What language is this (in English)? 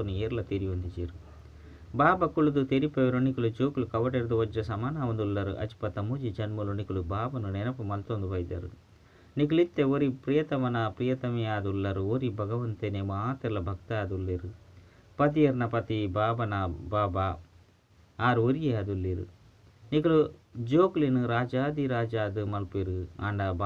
Tulu